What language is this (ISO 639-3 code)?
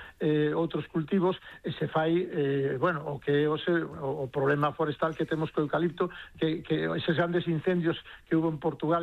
glg